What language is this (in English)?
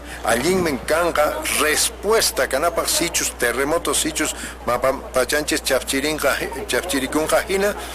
Quechua